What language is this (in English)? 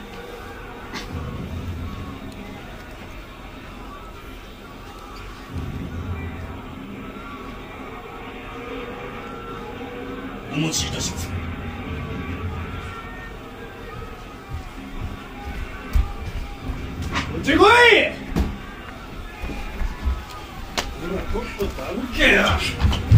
Japanese